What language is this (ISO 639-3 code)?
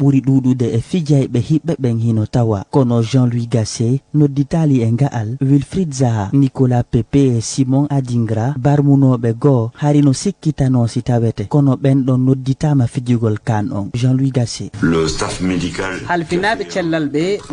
ful